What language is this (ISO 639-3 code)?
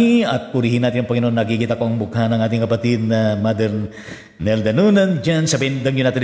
fil